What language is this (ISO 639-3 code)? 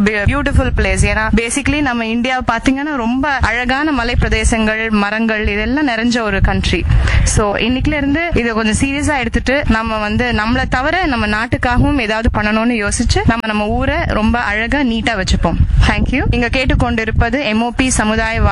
tam